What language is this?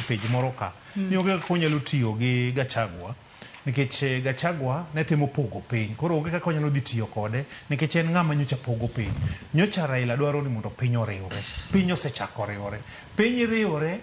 Luo (Kenya and Tanzania)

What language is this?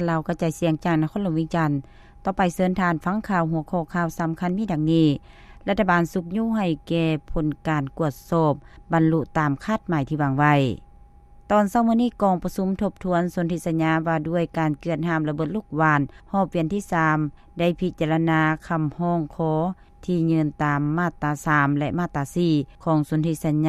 Lao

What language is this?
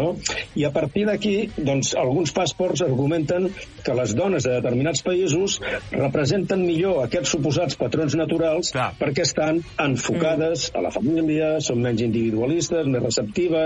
Catalan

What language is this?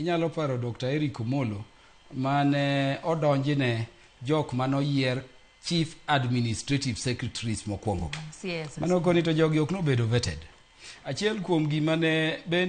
Luo (Kenya and Tanzania)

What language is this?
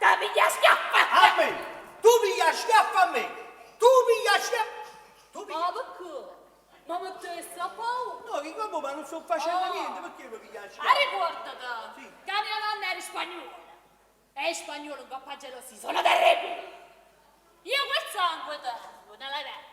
Neapolitan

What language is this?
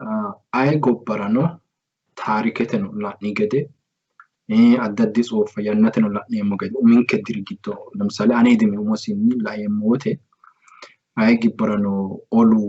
Sidamo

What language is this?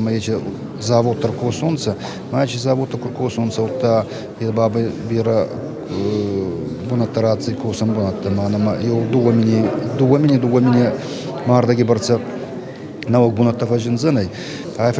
Ossetic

